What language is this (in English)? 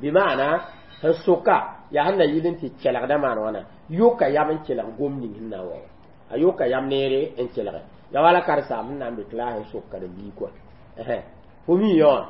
Mossi